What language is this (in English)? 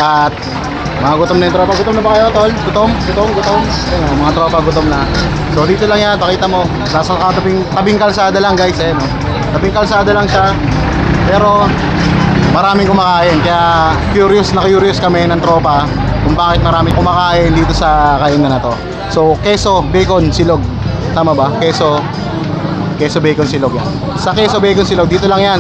Filipino